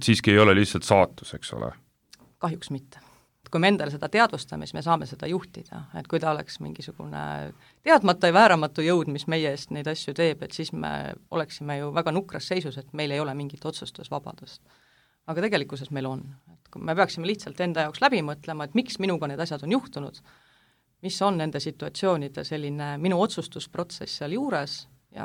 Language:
Estonian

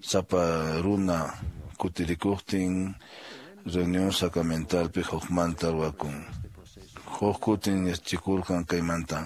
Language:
Quechua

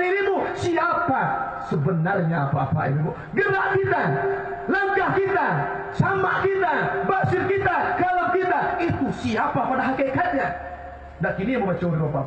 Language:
Minangkabau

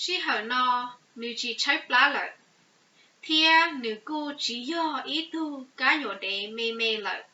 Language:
Hmong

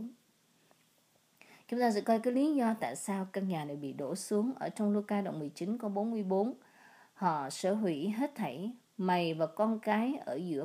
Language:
Vietnamese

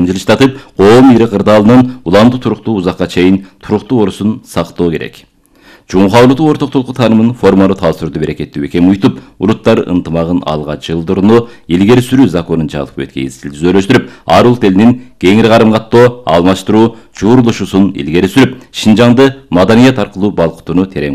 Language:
Kyrgyz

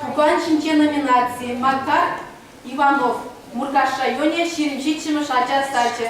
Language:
Chuvash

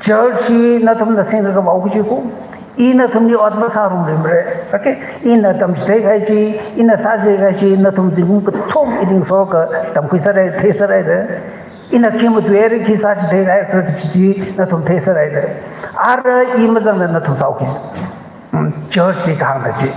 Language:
Tangkhul Naga (India)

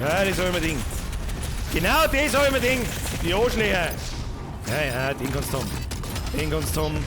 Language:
Bavarian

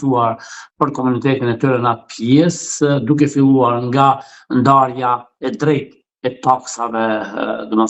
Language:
Albanian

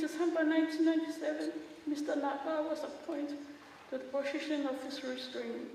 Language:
Tongan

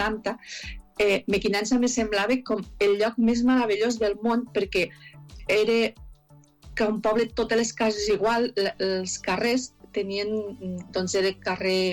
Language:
Catalan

